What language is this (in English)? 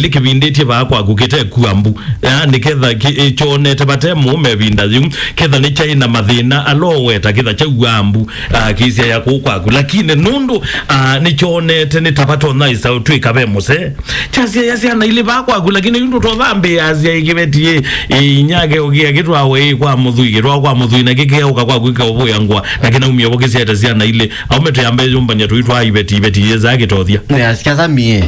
Kamba